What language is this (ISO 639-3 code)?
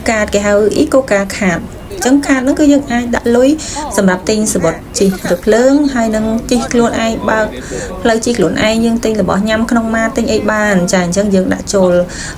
khm